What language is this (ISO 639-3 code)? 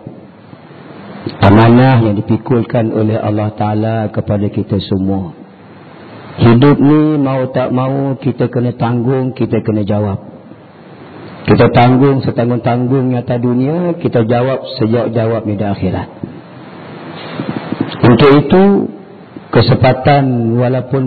msa